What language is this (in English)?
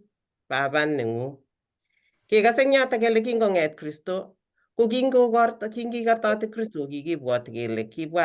Kalenjin